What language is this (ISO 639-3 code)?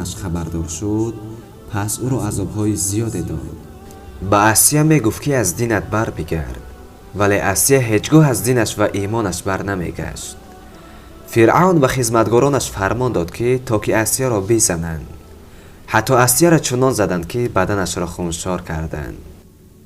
tgk